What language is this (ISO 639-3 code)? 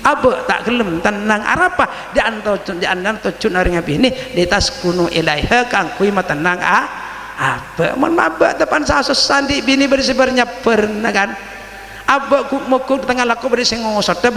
mad